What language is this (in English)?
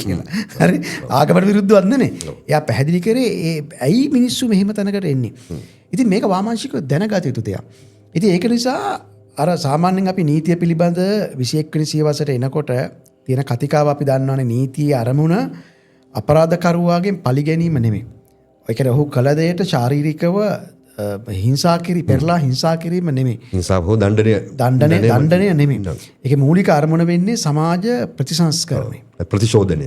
Sinhala